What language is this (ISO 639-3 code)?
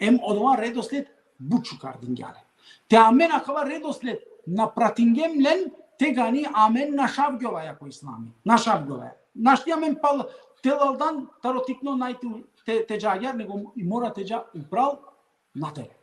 rmn